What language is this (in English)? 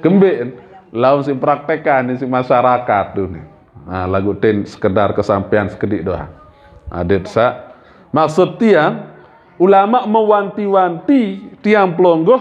Sasak